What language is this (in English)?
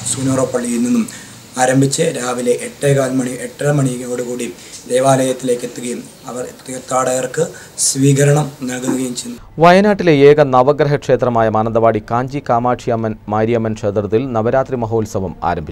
Malayalam